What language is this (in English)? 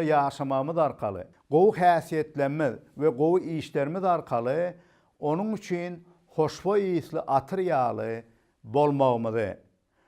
Turkmen